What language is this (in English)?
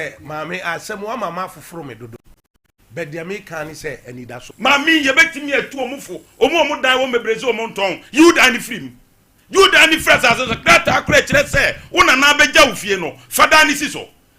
Akan